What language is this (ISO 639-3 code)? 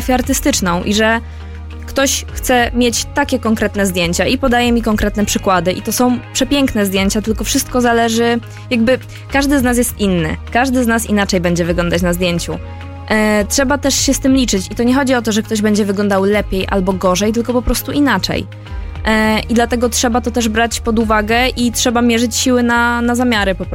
pol